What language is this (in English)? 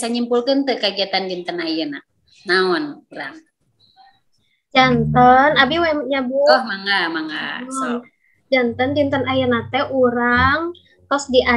Sundanese